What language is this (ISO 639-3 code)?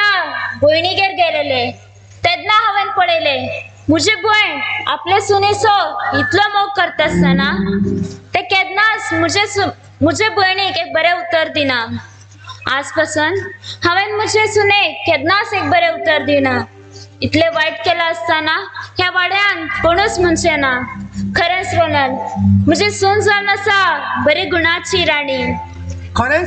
kok